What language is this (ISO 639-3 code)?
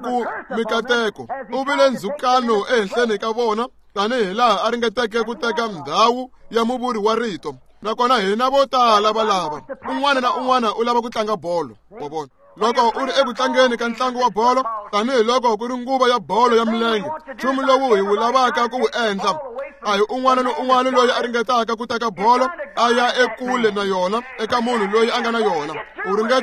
tso